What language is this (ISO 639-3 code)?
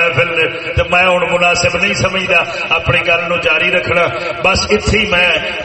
skr